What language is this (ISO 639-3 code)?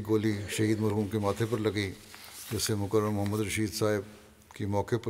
urd